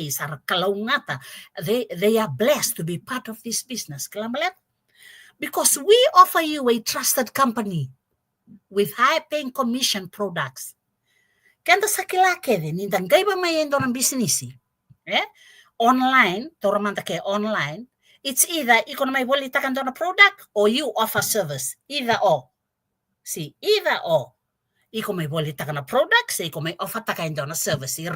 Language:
Fijian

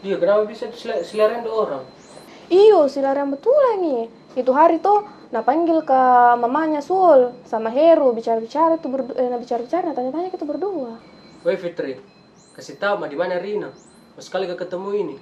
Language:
Makassar Malay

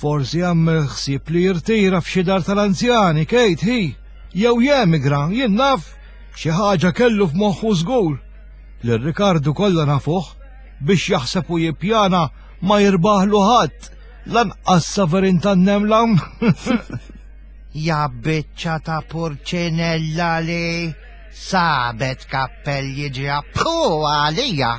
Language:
Maltese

